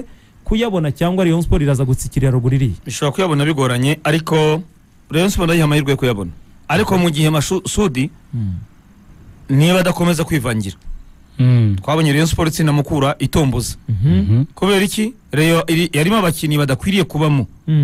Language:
Kinyarwanda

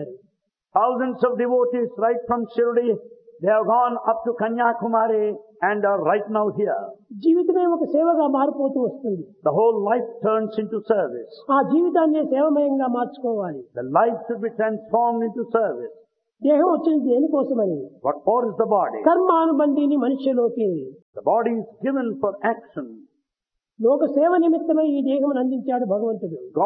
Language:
Telugu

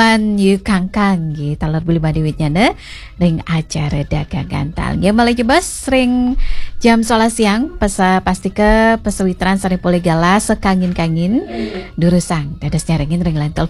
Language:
Balinese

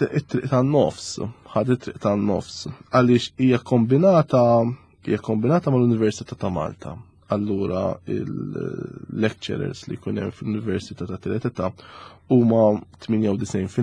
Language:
Maltese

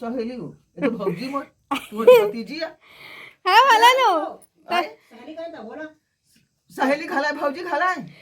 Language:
Chhattisgarhi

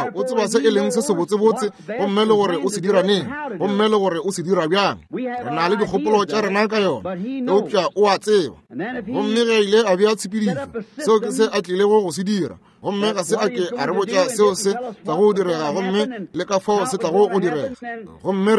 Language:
Northern Sotho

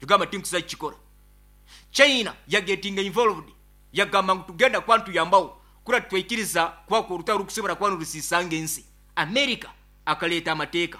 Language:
Nyoro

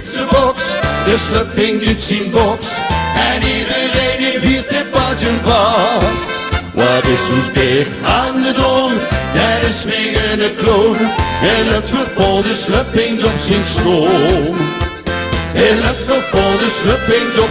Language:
Limburgish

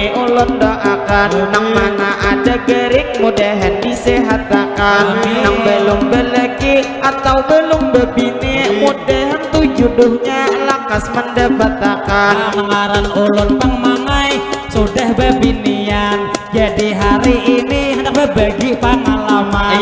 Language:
Banjar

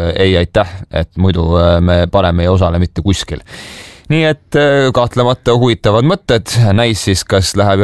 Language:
Estonian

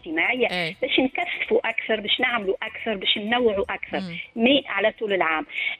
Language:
Tunisian Arabic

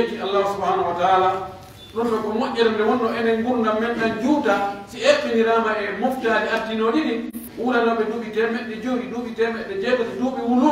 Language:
Pular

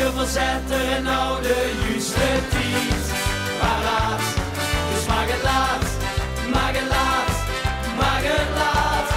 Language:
Limburgish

